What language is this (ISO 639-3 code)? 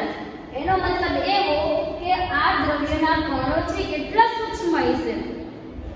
guj